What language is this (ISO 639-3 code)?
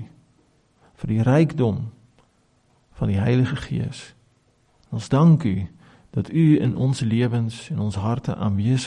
afr